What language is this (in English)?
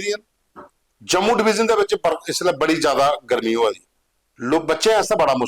Dogri